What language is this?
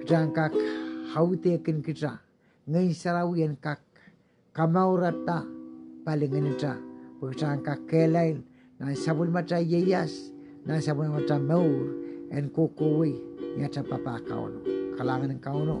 Pohnpeian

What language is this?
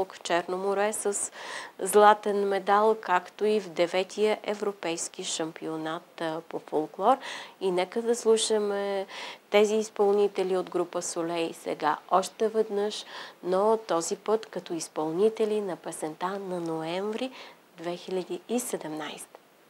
Bulgarian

